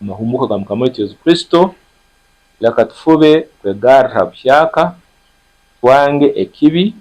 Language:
Nyankole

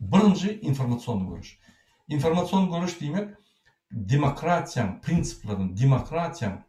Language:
Turkmen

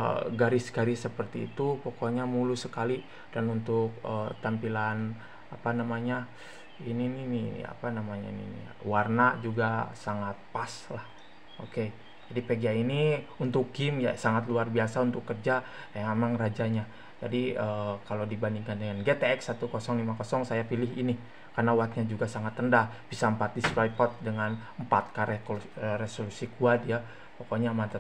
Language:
Indonesian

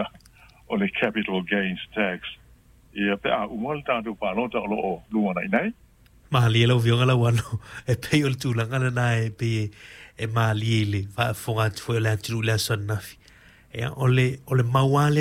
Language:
Samoan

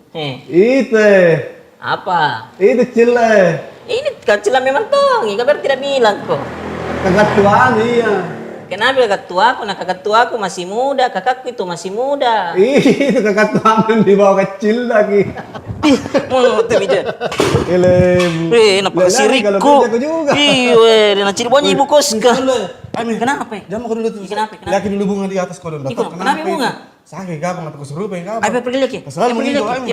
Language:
Makassar Malay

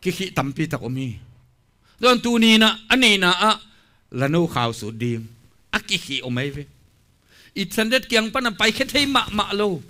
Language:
Tedim Chin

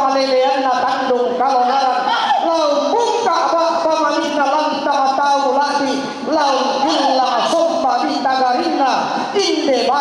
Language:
Toraja-Sa'dan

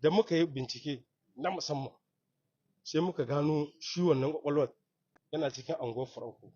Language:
Hausa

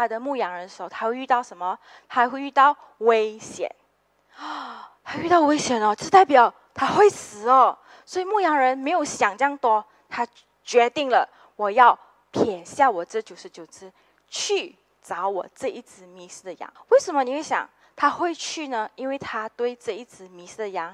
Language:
Chinese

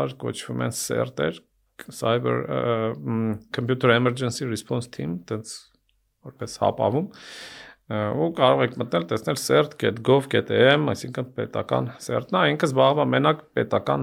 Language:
Armenian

